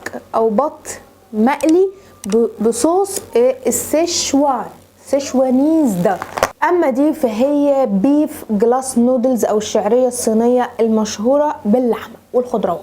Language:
Egyptian Arabic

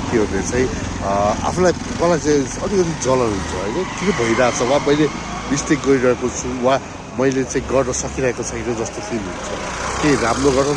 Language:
Nepali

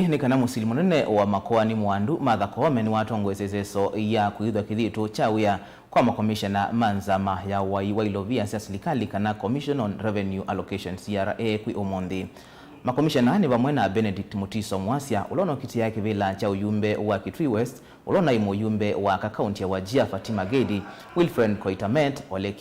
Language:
Kamba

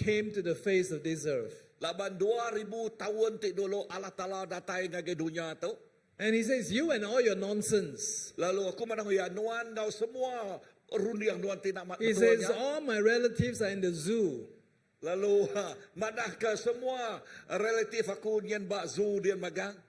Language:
Iban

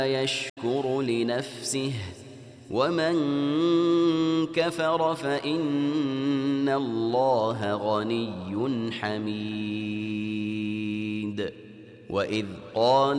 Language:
Arabic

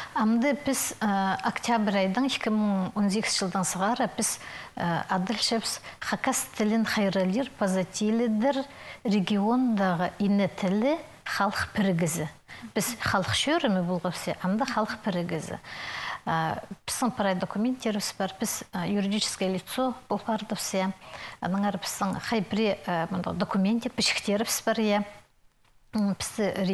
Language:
Khakas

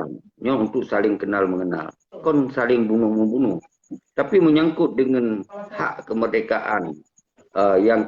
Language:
Achinese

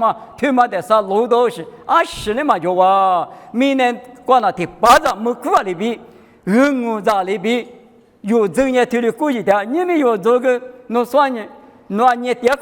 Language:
Lisu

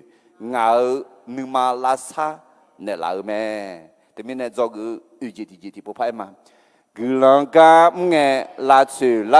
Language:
Akha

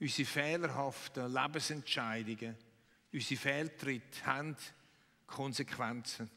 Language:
Swiss German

